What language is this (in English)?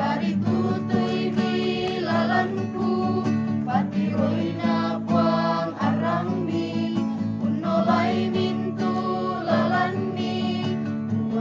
Toraja-Sa'dan